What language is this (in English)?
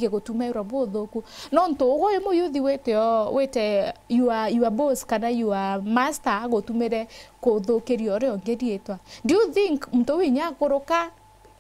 Meru